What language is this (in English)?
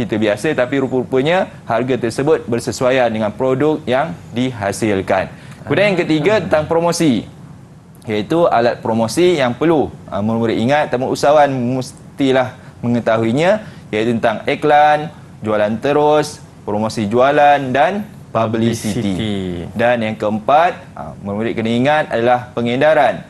Malay